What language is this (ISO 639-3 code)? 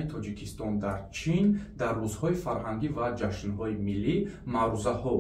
tgk